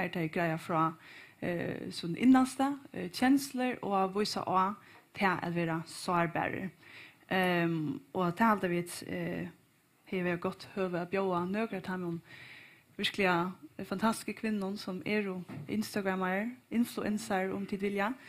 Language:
Faroese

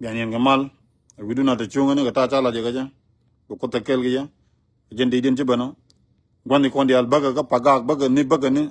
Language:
Nuer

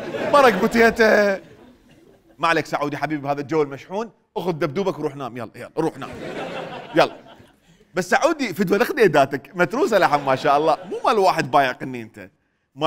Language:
Mesopotamian Arabic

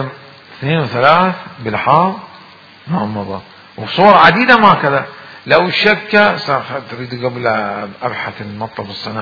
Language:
Mesopotamian Arabic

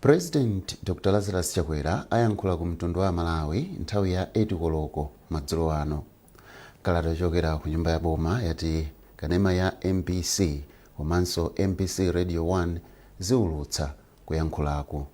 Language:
Nyanja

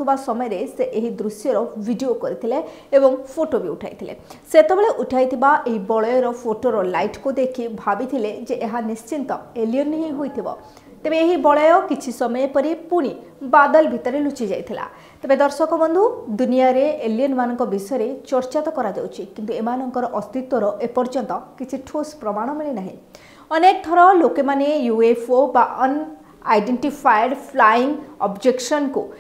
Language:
Odia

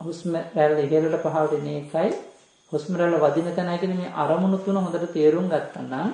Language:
Sinhala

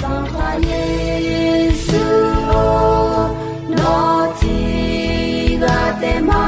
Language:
Akha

